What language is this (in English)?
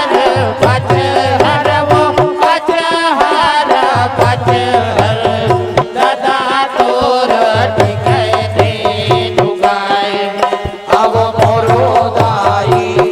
Chhattisgarhi